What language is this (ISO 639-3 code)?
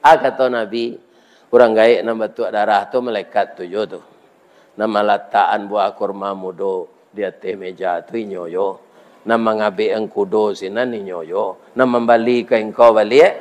min